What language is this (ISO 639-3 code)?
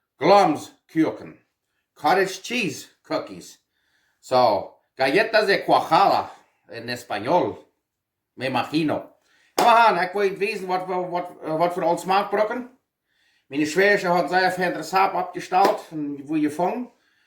pdt